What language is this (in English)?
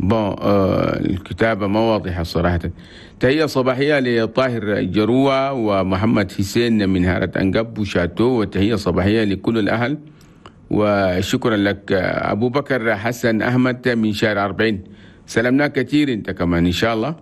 Chadian Arabic